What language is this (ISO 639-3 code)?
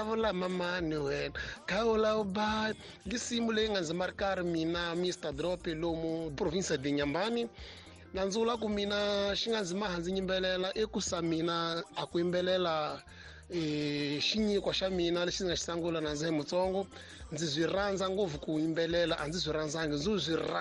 tso